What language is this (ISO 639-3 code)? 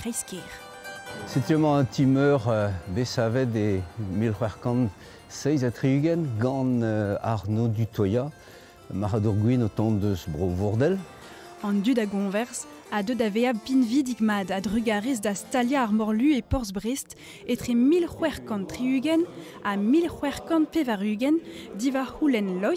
bre